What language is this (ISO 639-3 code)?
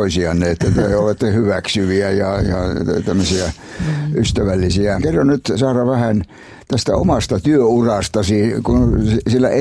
fin